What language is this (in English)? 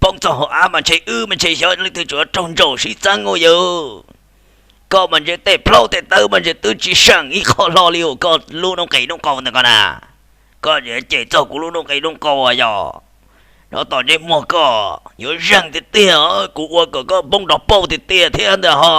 Hmong